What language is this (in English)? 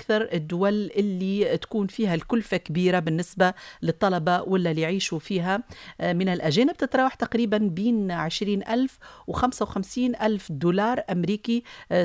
Tunisian Arabic